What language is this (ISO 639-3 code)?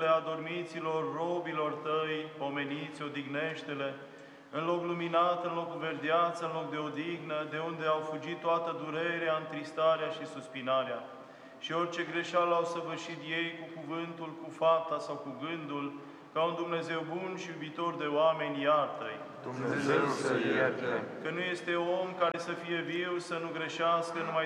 ron